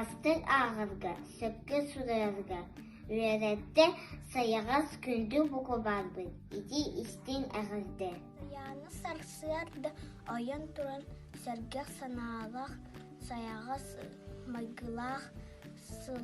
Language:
Yakut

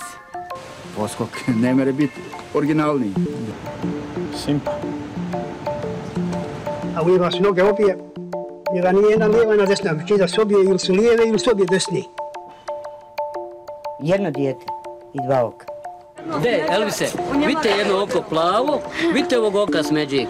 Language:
Bosnian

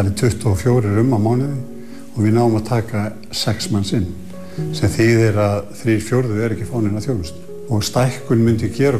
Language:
Icelandic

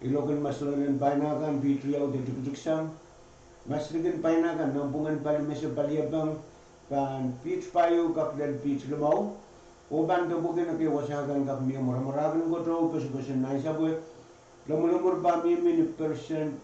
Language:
Pohnpeian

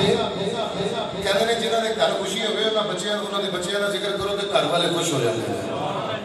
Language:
Urdu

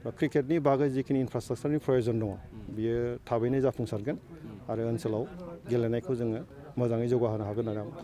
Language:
Bodo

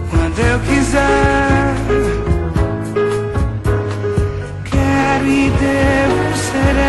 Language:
Portuguese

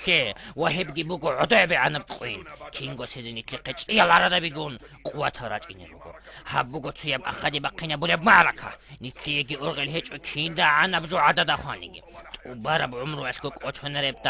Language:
Avaric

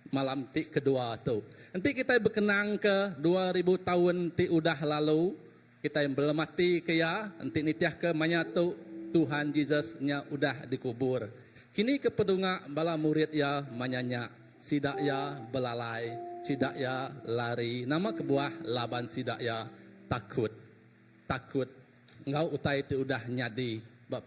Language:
Iban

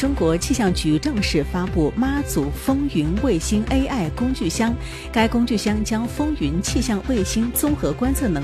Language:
Chinese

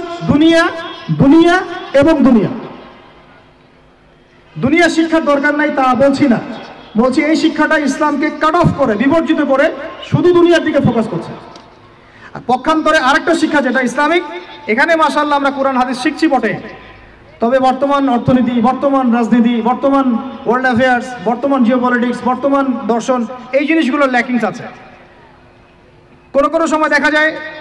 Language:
Bangla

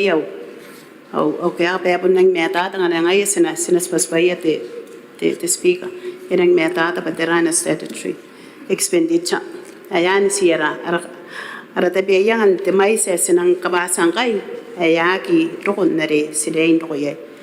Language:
Gilbertese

